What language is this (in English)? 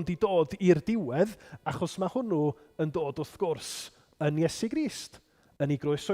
Welsh